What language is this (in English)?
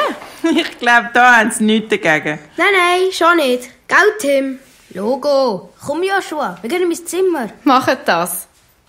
Swiss German